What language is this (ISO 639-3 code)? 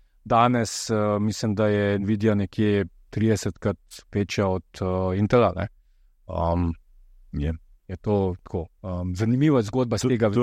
slv